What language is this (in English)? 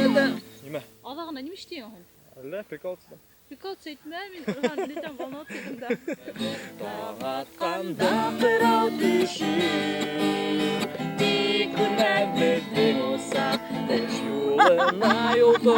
Bashkir